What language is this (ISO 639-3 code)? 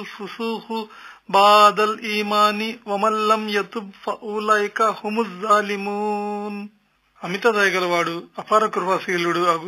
tel